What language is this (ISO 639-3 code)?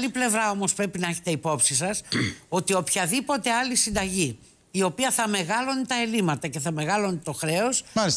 ell